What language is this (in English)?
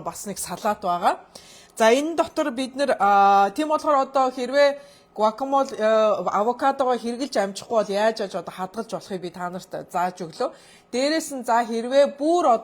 Mongolian